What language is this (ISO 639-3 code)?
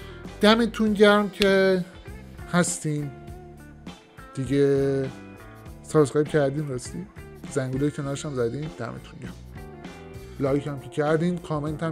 fas